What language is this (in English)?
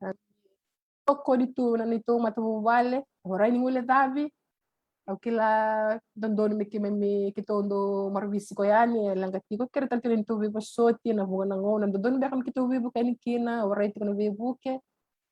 Fijian